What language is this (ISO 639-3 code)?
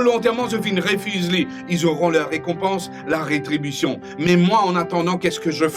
mfe